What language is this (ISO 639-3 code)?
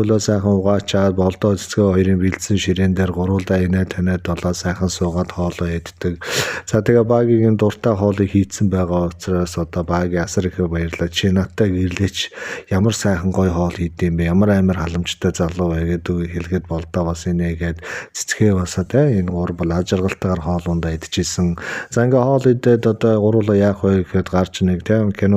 mon